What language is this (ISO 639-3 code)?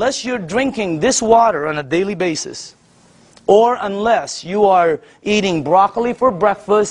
eng